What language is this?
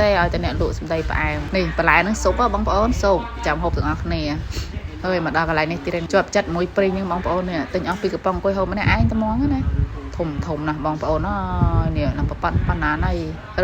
Khmer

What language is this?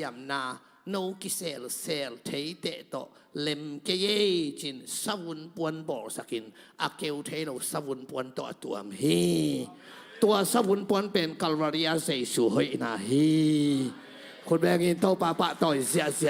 Tedim Chin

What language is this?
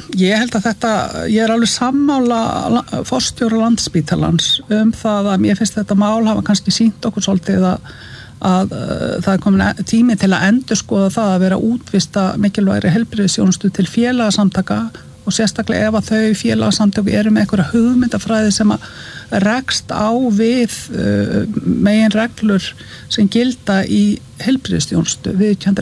Icelandic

